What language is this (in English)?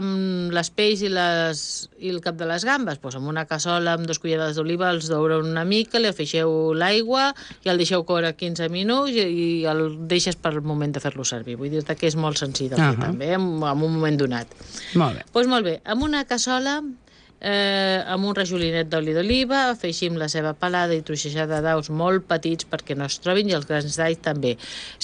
Catalan